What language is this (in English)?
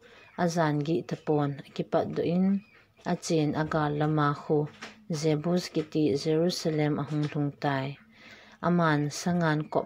Thado Chin